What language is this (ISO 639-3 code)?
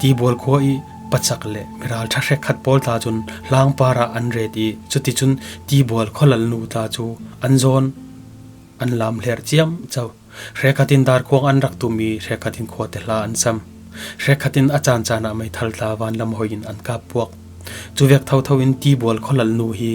cfm